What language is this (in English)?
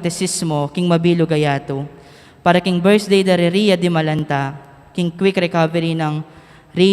Pampanga